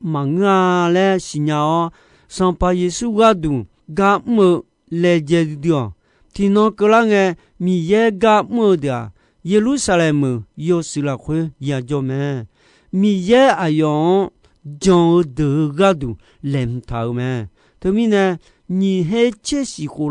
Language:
Akha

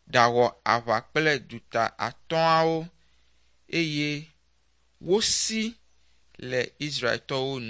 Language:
Ewe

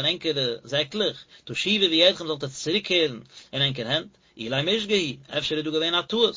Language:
Yiddish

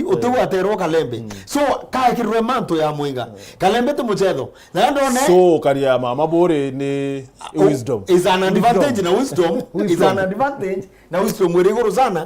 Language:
Meru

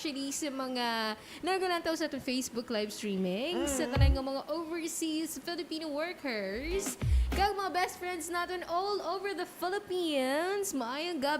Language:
Hiligaynon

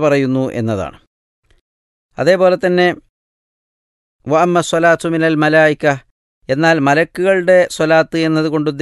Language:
Malayalam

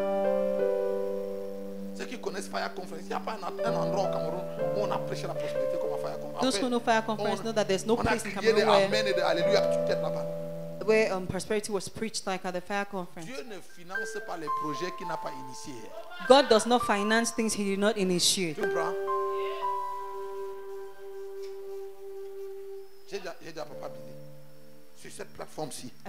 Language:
French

